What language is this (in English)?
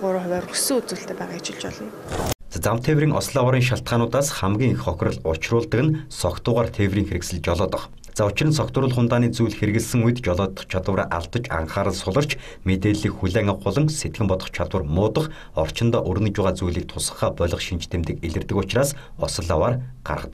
Mongolian